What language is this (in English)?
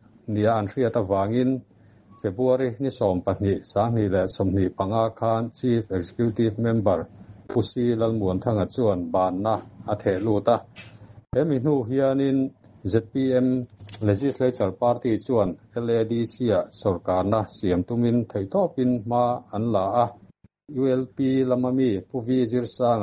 Mizo